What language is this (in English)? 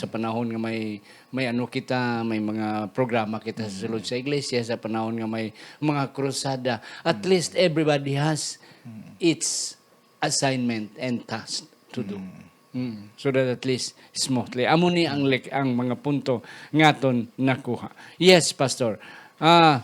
Hiligaynon